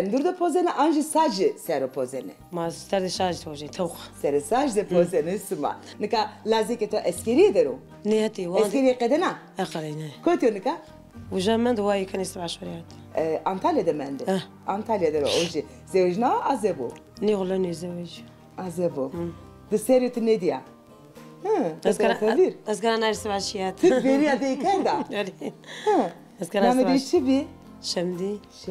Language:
Zaza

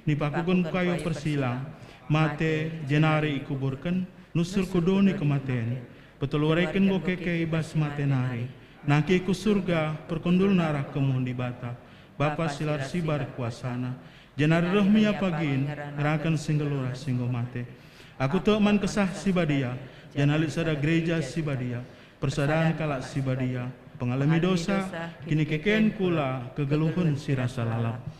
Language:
Batak Karo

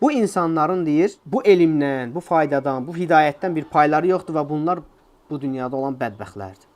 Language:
Azerbaijani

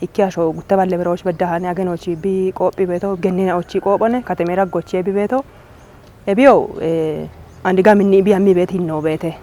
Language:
Kafa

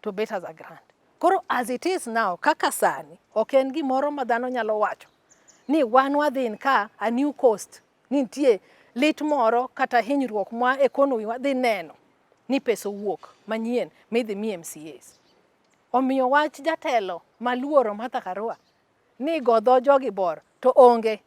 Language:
Luo (Kenya and Tanzania)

